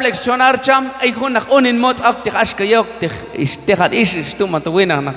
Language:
Q'anjob'al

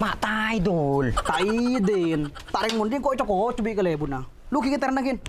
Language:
Madurese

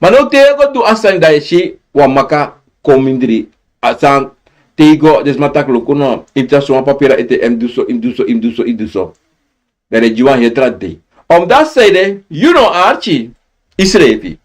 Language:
Sranan Tongo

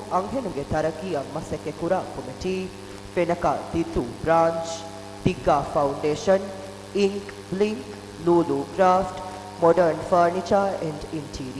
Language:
Divehi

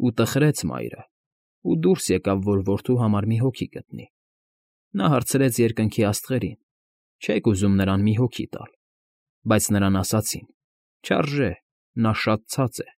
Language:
Armenian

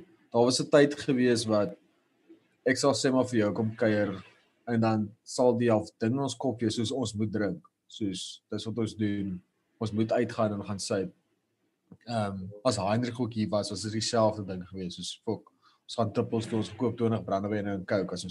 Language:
Afrikaans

